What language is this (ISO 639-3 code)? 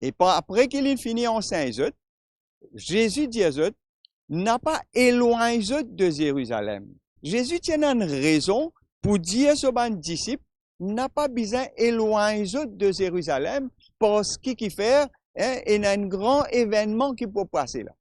mfe